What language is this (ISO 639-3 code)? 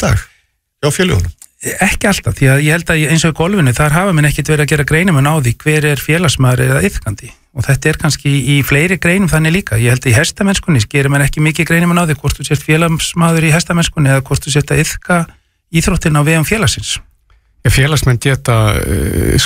isl